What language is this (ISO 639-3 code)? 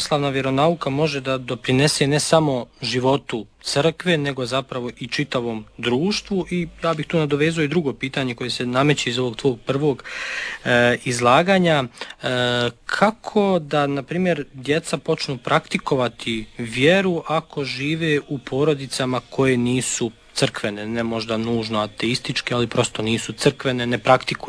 srp